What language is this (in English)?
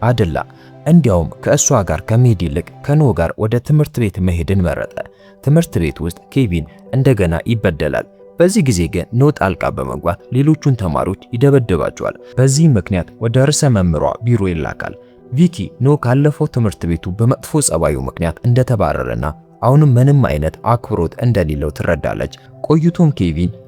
Amharic